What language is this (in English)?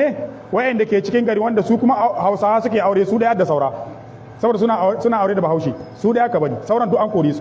Hausa